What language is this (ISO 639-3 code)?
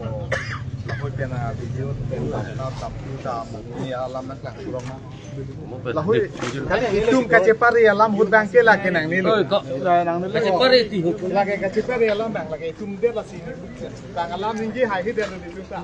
mjw